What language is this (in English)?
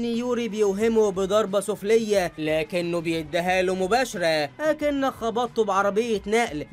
Egyptian Arabic